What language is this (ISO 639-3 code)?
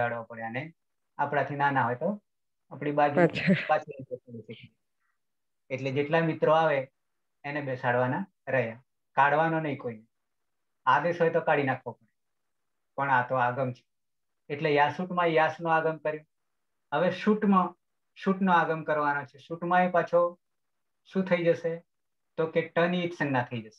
guj